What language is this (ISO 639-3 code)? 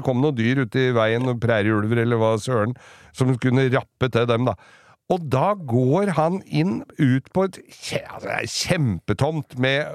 nor